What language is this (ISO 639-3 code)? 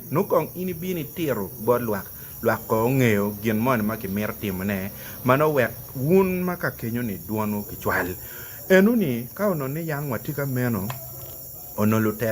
ach